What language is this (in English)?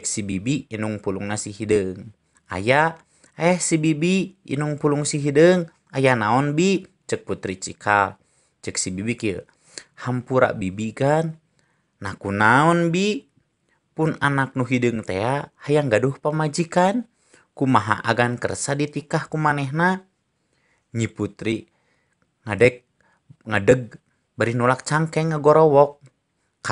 Sundanese